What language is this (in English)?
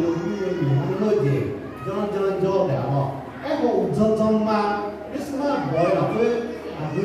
Akha